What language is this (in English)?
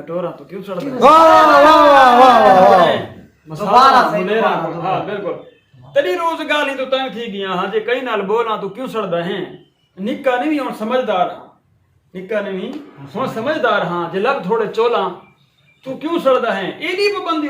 Saraiki